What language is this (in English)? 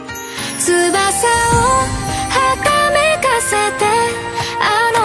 Japanese